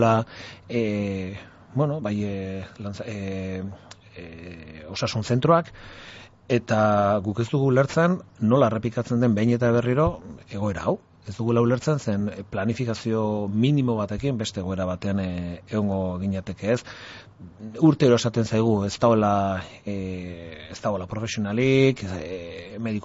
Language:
Basque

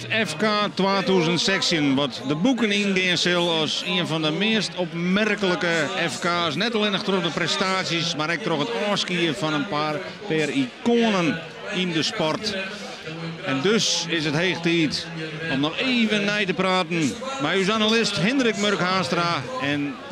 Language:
Western Frisian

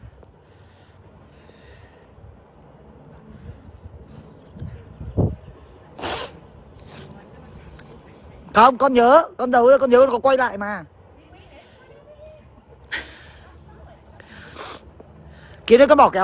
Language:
Vietnamese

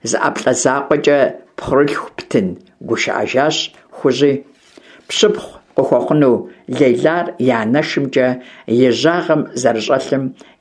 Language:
Kabardian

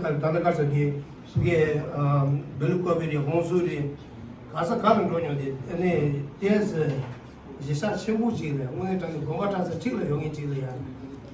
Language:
Tibetan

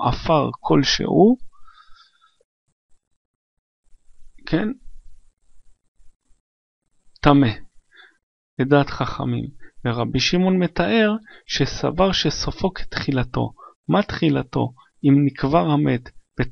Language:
Hebrew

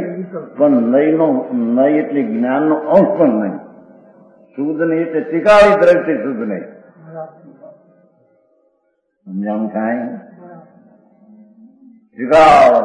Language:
Gujarati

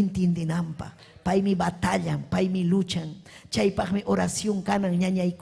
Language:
Ayacucho Quechua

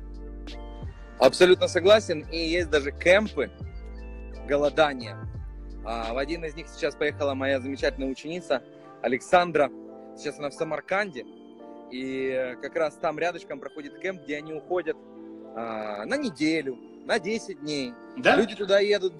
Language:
Russian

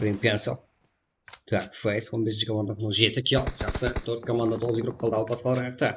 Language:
Kara-Kalpak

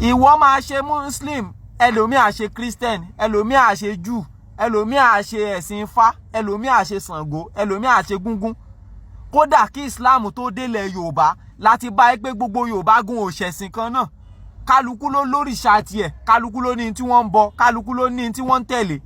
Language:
Yoruba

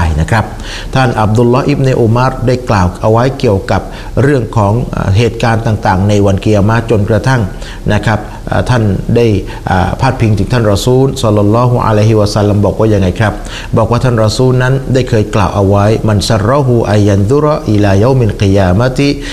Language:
Thai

